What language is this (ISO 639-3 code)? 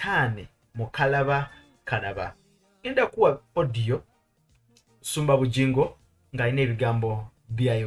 lug